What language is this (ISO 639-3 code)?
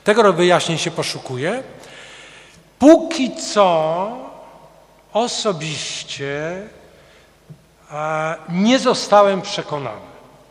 pol